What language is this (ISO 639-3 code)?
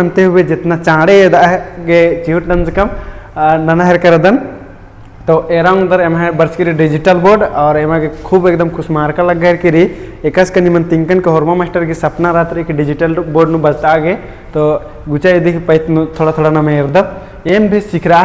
kru